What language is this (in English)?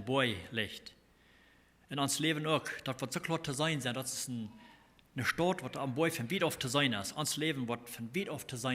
Plautdietsch